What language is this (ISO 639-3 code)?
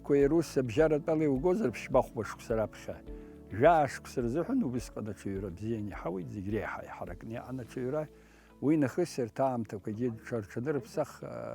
abk